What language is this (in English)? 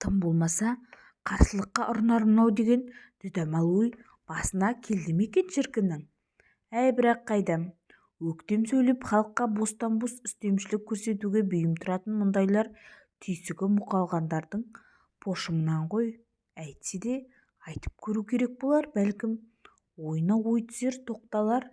Kazakh